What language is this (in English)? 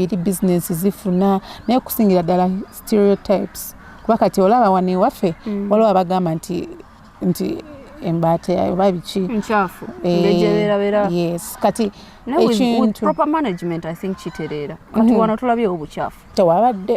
Ganda